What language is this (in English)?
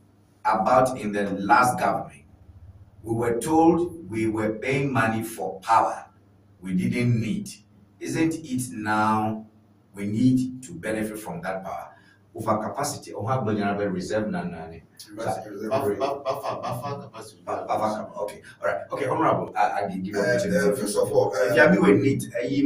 Ewe